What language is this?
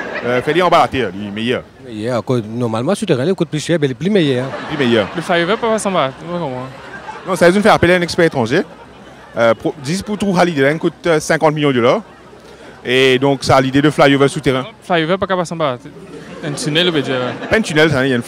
Morisyen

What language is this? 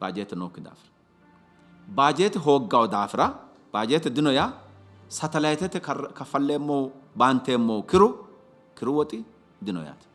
Sidamo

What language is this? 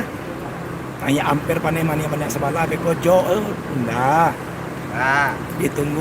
Minangkabau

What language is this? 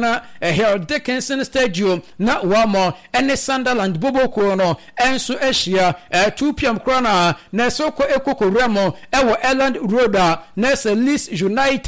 Akan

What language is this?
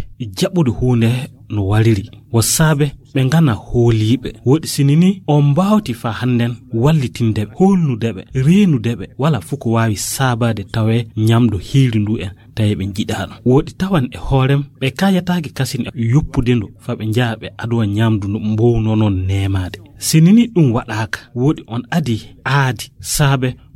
Nigerian Fulfulde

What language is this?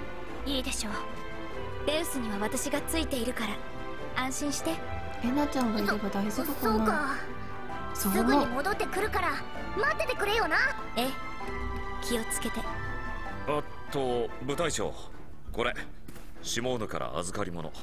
Japanese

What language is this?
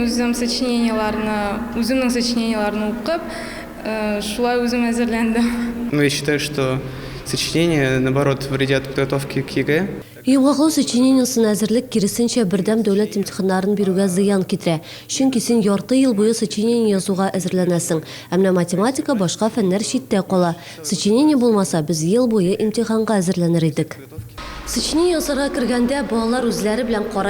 Tatar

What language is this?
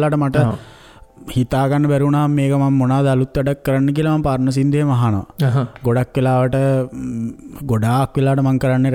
Sinhala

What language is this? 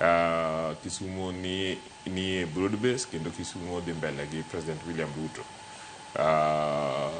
Luo (Kenya and Tanzania)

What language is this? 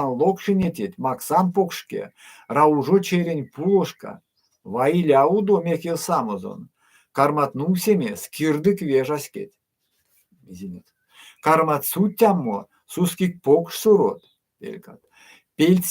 Erzya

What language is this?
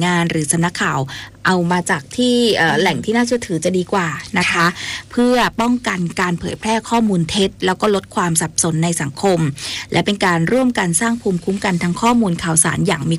Thai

